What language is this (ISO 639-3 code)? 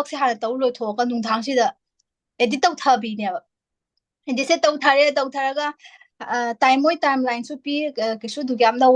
mni